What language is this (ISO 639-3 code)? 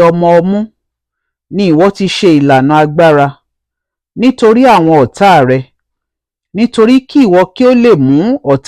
yor